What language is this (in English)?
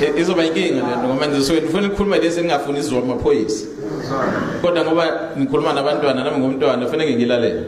Zulu